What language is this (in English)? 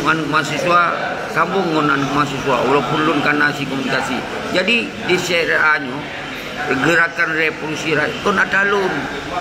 Achinese